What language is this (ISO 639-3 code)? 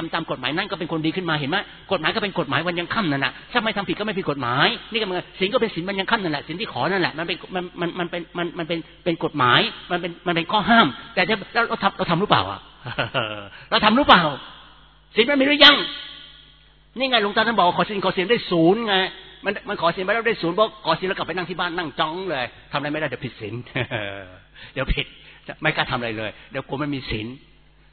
tha